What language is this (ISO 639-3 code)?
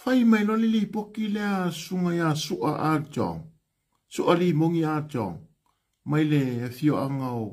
smo